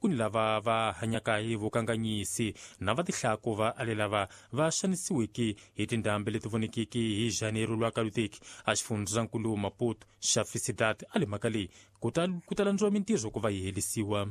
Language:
Tsonga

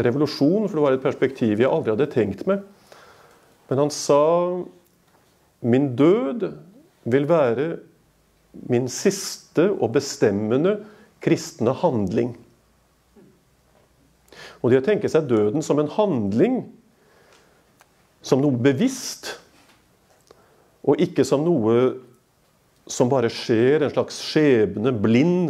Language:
Norwegian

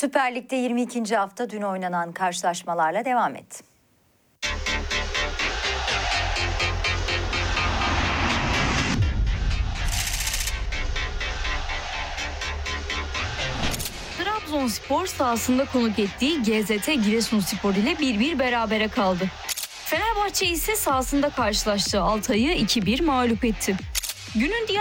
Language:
Turkish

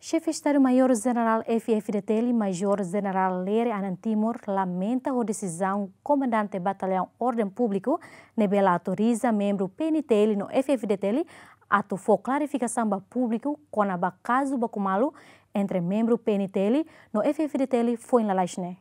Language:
Tetum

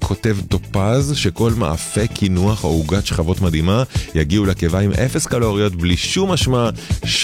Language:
Hebrew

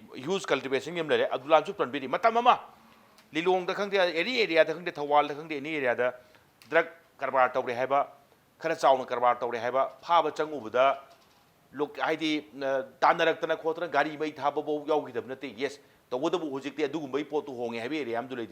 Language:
Manipuri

